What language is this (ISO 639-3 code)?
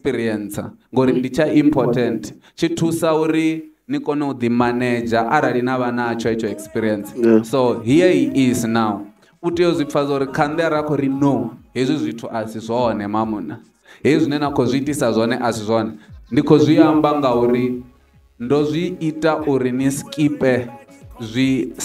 ven